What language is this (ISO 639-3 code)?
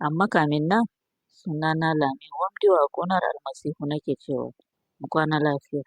hau